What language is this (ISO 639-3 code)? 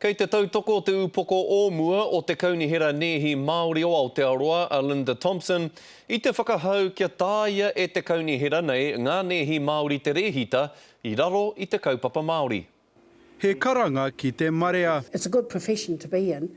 mri